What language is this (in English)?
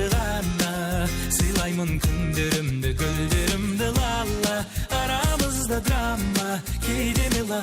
Kara-Kalpak